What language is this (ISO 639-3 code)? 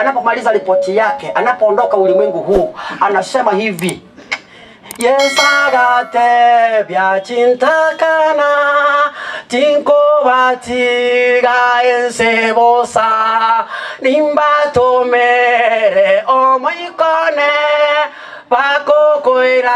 guz